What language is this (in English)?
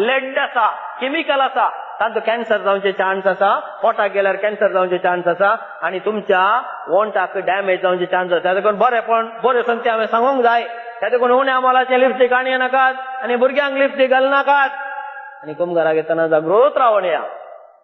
Konkani